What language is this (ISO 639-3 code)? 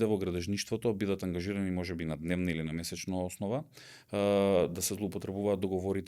mkd